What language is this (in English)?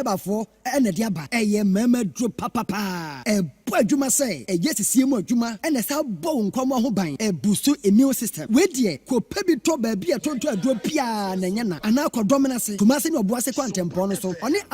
Akan